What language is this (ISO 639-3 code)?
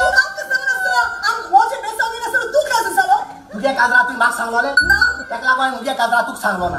kok